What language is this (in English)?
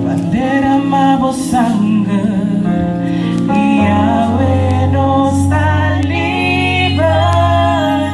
Papiamento